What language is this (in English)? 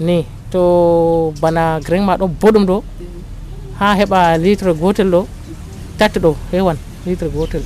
Nigerian Fulfulde